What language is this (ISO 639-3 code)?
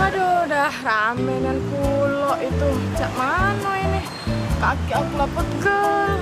mui